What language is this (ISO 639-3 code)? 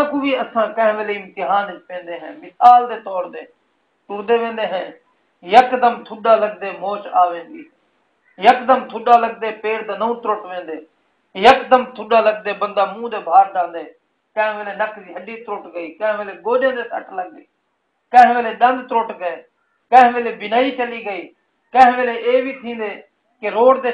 skr